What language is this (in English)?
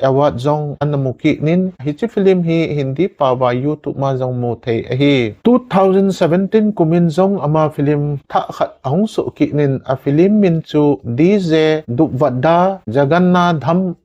Thado Chin